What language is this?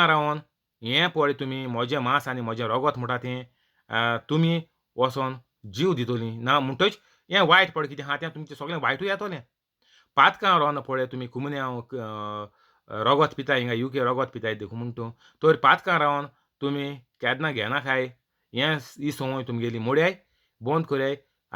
Konkani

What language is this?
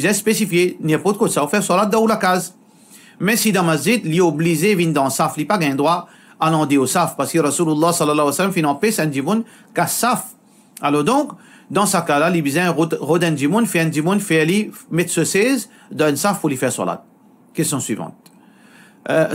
Morisyen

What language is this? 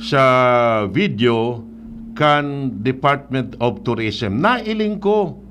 Bikol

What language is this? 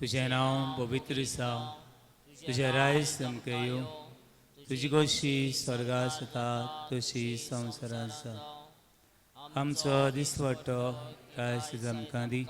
Konkani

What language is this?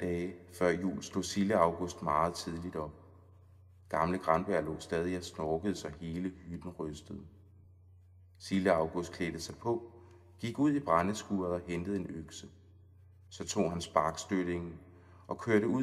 Danish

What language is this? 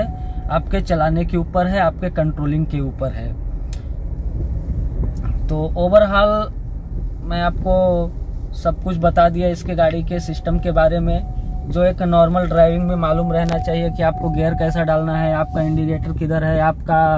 Hindi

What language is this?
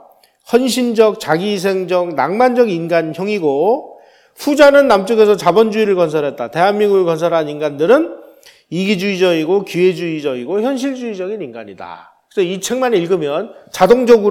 Korean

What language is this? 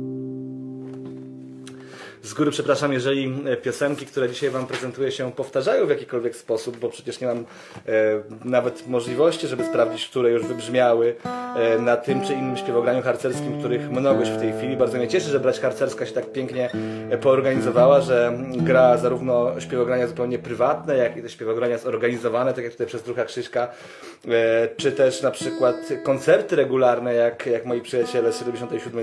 Polish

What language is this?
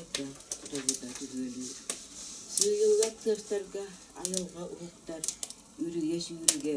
Yakut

